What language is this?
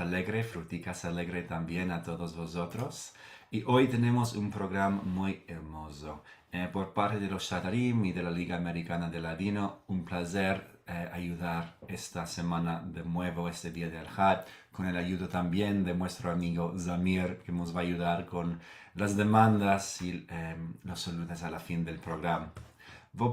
Ladino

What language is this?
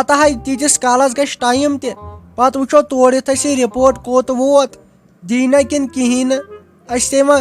Kashmiri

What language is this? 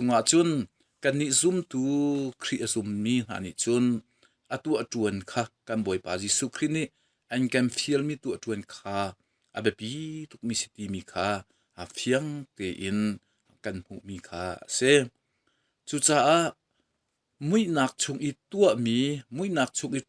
Hakha Chin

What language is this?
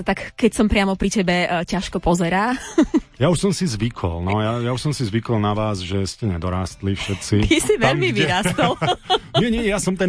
Slovak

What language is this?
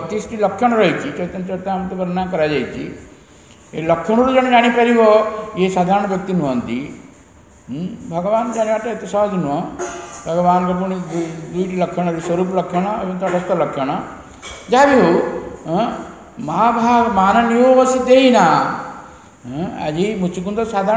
Odia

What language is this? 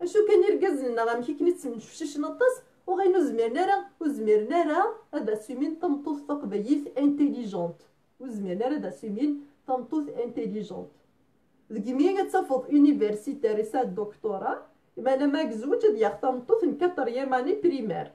Kabyle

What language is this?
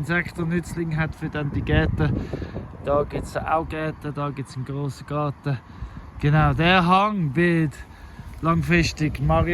Swiss German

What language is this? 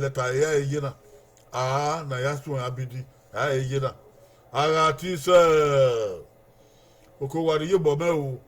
Bini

